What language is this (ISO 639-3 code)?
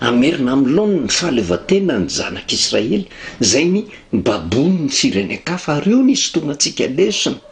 mlg